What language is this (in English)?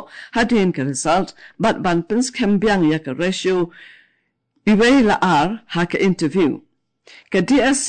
Khasi